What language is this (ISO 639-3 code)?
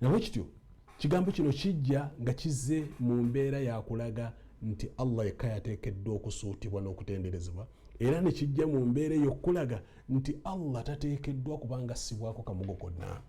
lug